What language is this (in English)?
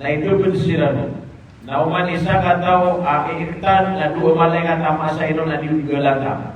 Maranao